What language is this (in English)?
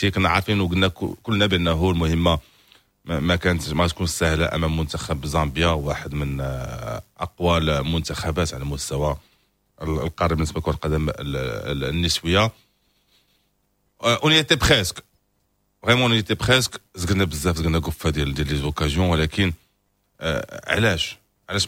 Moroccan Arabic